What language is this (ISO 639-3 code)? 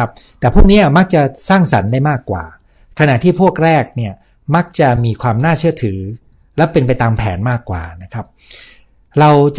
tha